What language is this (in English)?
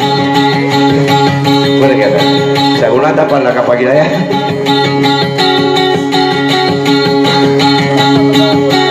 Malay